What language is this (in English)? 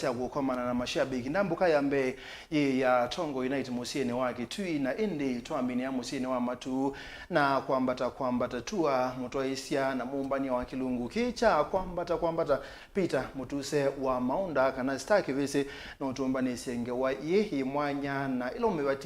Kamba